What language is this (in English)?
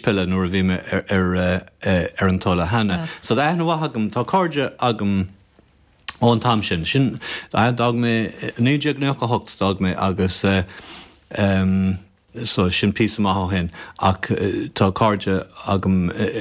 Irish